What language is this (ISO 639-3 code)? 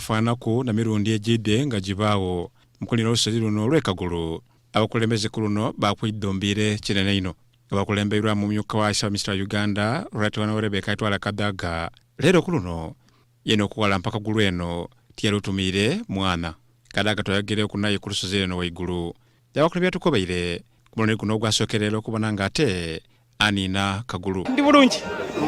xog